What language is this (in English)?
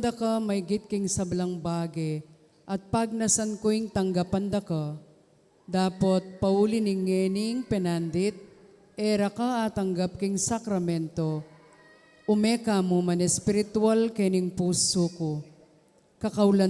Pampanga